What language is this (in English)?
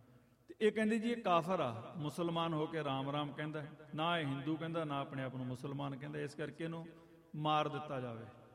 Punjabi